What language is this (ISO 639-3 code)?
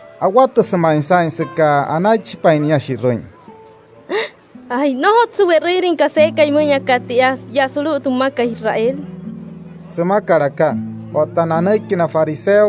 guc